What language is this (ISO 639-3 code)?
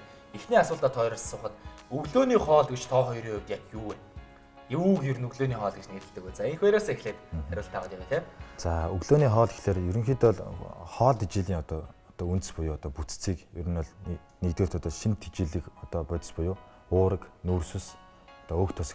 mon